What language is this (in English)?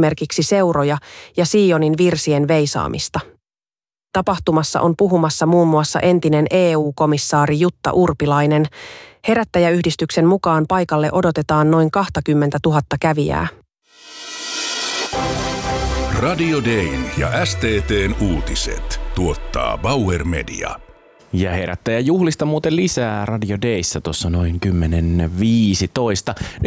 Finnish